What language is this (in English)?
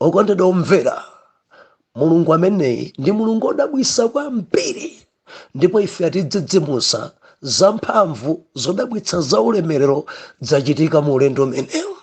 Nyanja